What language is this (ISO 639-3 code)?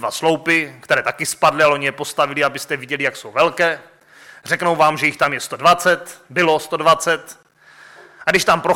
ces